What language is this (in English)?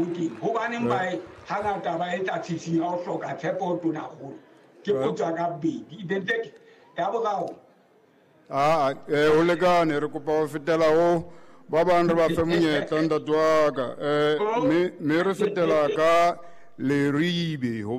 Southern Sotho